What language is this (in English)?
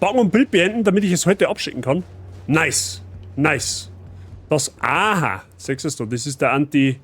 Bavarian